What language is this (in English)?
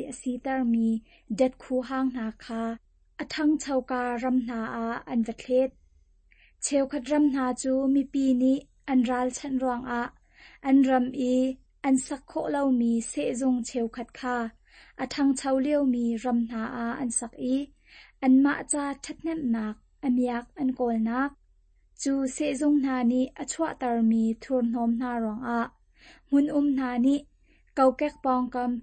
Hakha Chin